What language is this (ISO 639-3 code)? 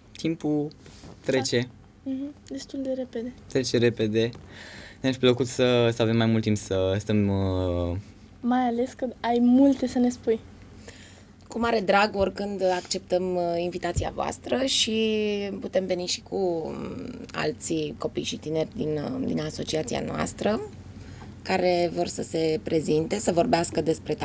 ron